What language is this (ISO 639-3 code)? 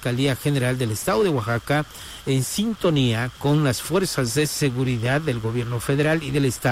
spa